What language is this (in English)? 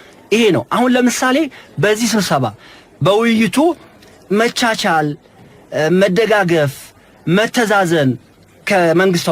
Amharic